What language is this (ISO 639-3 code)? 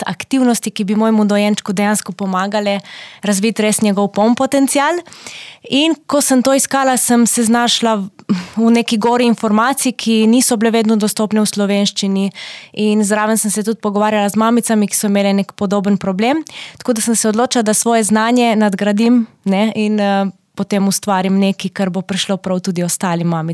slv